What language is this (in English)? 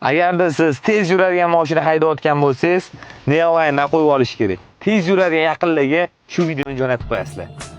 Uzbek